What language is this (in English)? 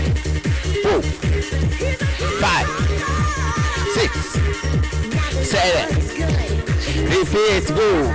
Kinyarwanda